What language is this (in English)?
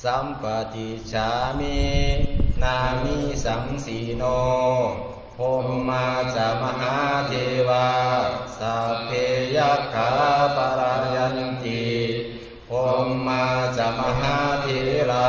Pali